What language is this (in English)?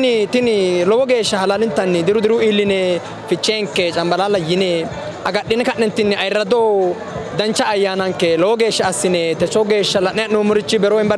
Sidamo